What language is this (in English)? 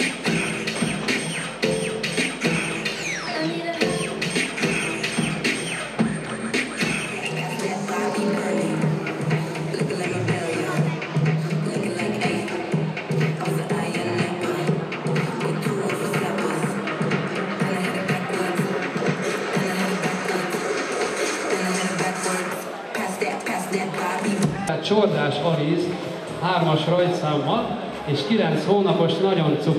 Hungarian